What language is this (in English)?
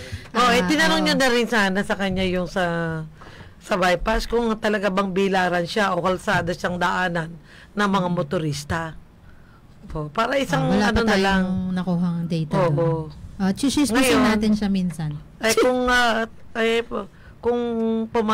Filipino